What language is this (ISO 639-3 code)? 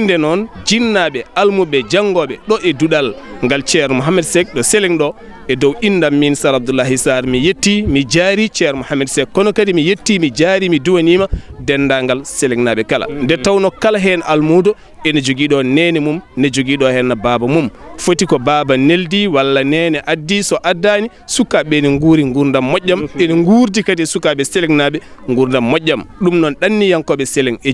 ful